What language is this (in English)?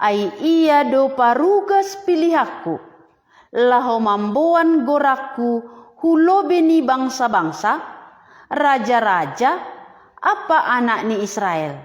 Batak Simalungun